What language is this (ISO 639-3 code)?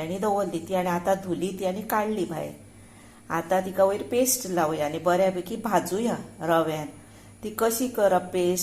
kok